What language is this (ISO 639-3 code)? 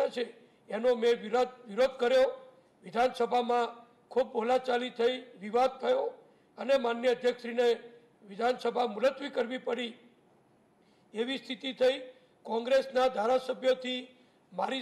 guj